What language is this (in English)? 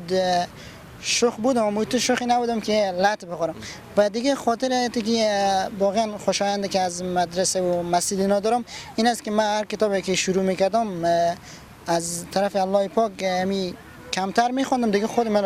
Persian